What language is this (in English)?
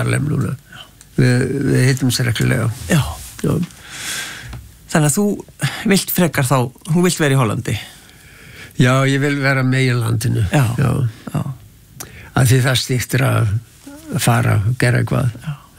Icelandic